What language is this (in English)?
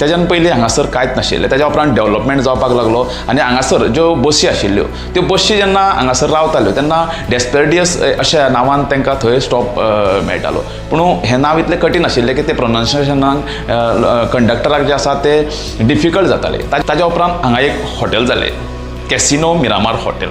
Konkani